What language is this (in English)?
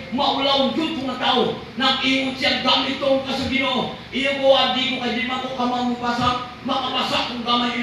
Cebuano